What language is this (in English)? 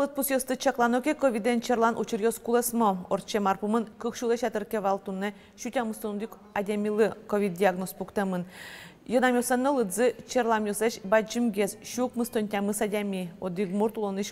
Udmurt